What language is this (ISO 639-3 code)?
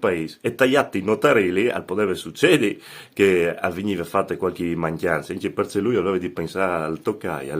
fur